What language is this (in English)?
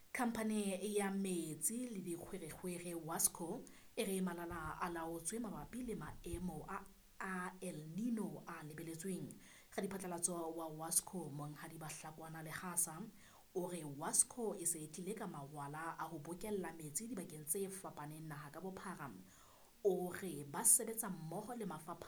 Southern Sotho